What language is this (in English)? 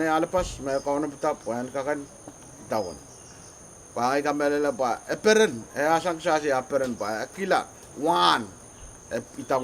Pohnpeian